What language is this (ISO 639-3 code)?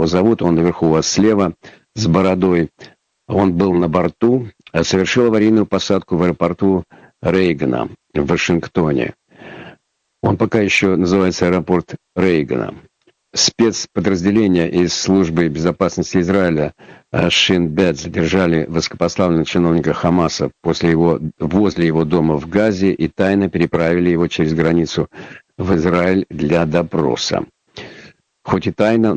rus